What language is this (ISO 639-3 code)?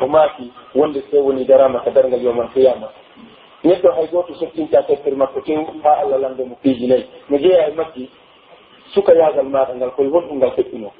fuf